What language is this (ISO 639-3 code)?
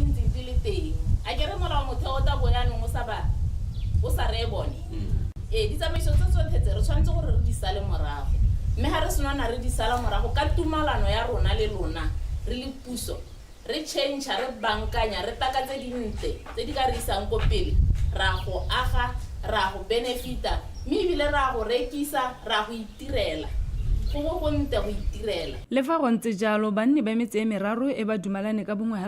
tsn